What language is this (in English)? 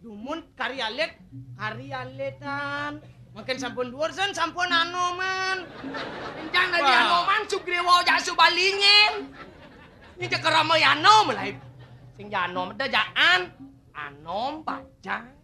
Balinese